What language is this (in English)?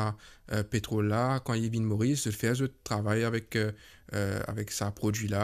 Morisyen